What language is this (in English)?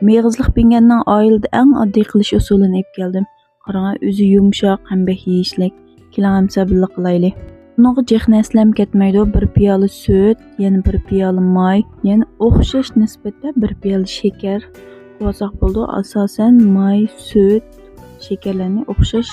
Uyghur